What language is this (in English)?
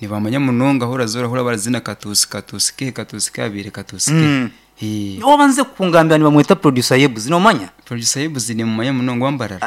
Nyankole